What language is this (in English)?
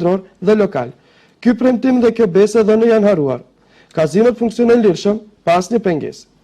Albanian